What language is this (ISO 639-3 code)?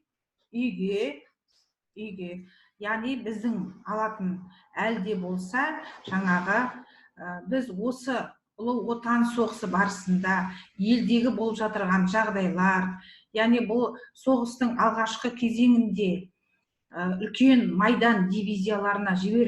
kaz